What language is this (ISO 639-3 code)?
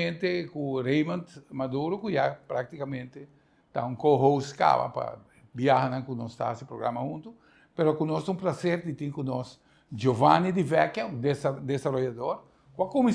pap